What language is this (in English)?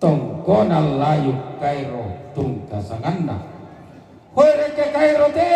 Toraja-Sa'dan